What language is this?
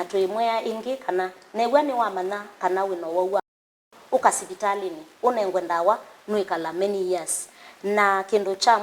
Kamba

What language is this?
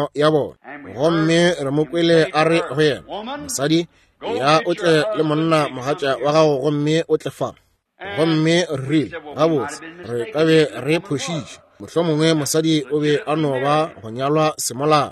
Northern Sotho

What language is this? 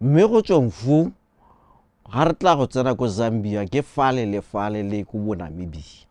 Tswana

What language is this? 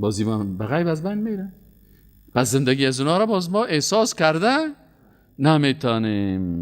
Persian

